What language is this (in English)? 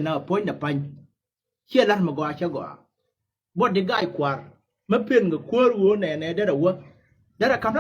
Nuer